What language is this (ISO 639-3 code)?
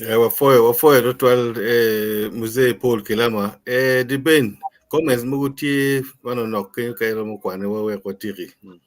ach